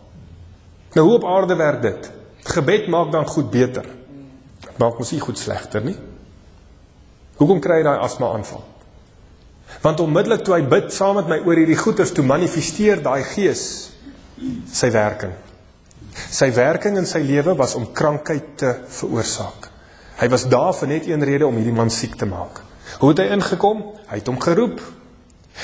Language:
Afrikaans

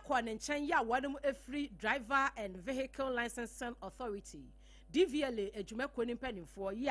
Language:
Akan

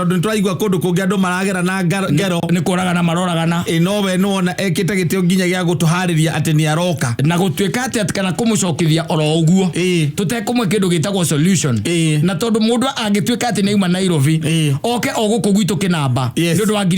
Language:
Kikuyu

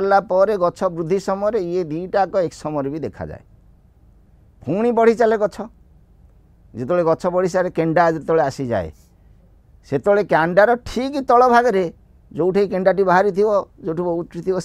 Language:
Odia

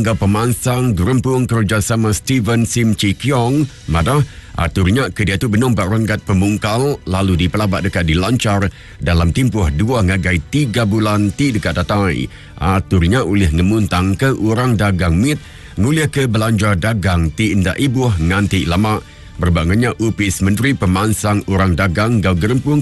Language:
Iban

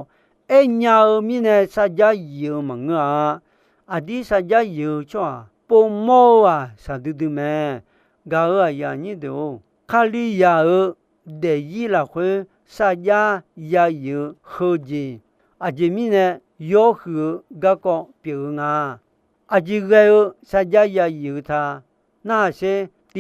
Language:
Akha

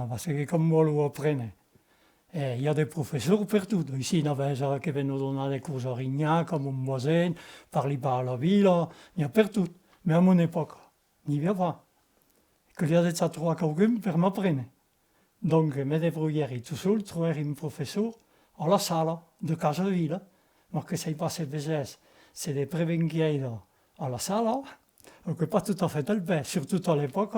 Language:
Occitan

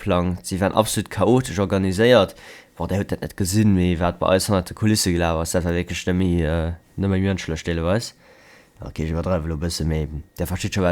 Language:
Luxembourgish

